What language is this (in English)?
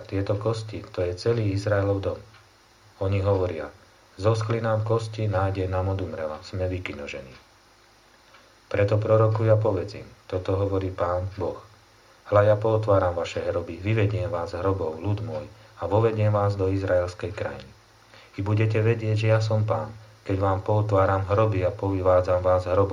Slovak